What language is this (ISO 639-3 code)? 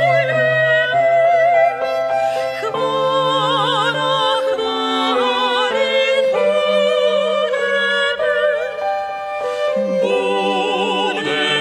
ces